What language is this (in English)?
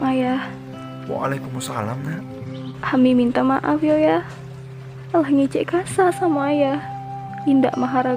Minangkabau